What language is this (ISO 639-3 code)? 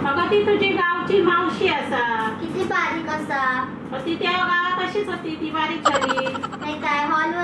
kok